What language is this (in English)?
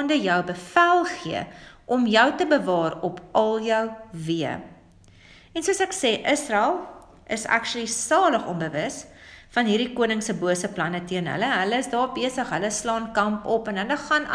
Afrikaans